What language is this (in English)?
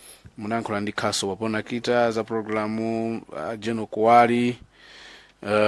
Nyanja